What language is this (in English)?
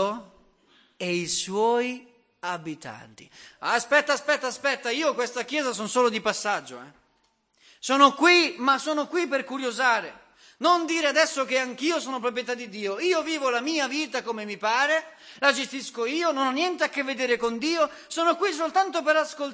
Italian